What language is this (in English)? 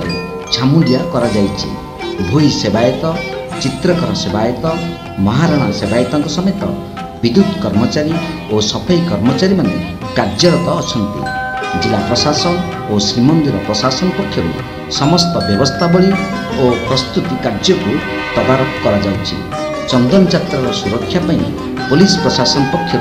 Odia